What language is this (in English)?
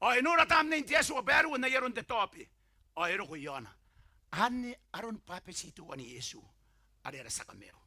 Gilbertese